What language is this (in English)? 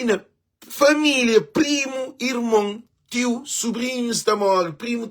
Kabuverdianu